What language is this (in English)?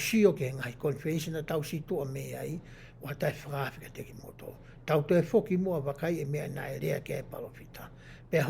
Tongan